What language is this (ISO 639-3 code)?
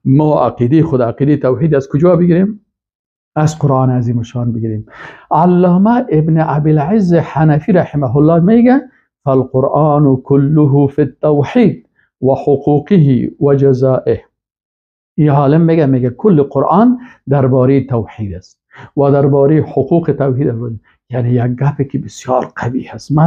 fas